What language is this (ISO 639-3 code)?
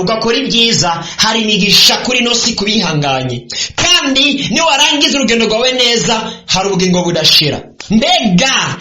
run